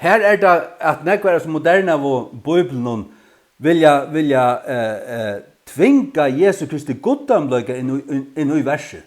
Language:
Faroese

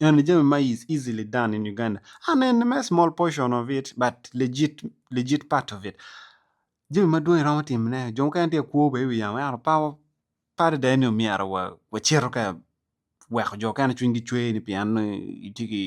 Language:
Acoli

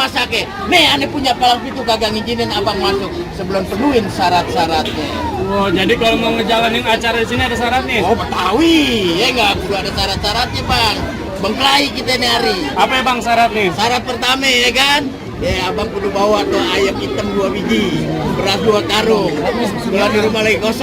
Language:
Betawi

